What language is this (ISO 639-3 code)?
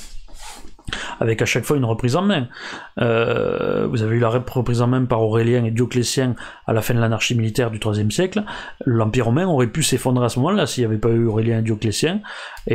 fra